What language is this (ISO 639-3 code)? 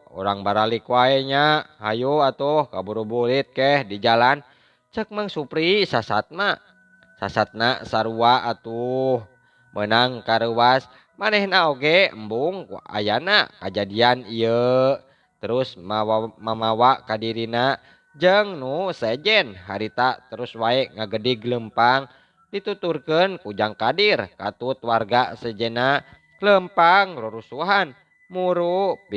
sun